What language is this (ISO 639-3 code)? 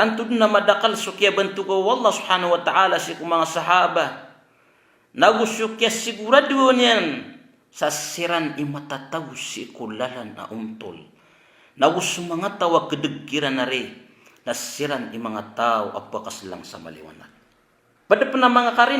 mrw